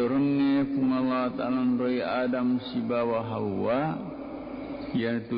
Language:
Buginese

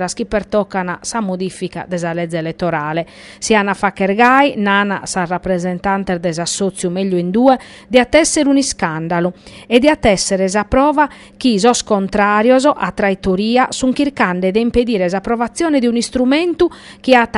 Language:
Sardinian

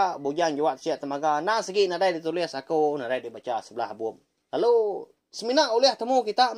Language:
Iban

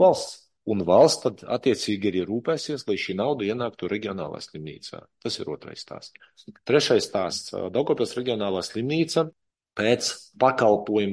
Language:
Latvian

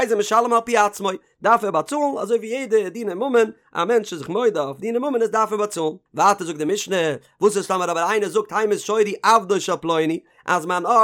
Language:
Yiddish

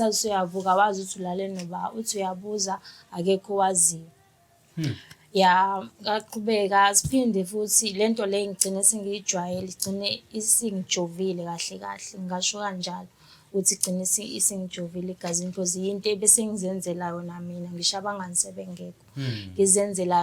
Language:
Zulu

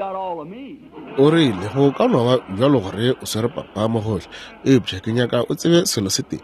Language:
Northern Sotho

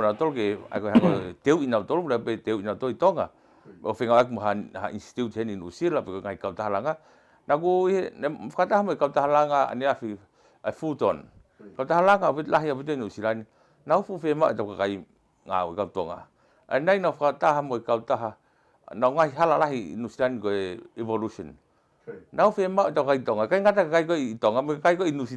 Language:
Tongan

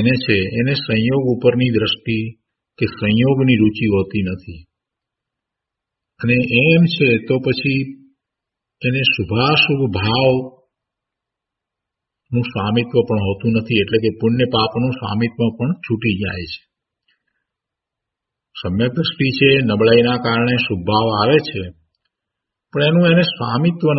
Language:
Gujarati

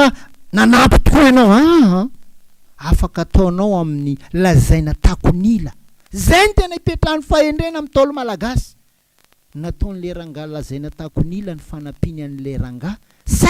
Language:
Malagasy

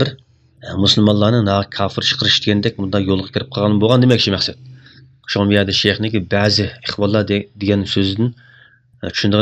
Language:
Uyghur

